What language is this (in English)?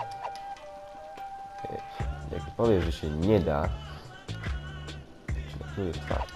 Polish